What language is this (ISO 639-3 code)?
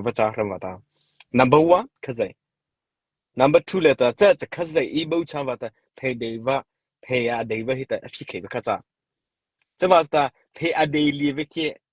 mrh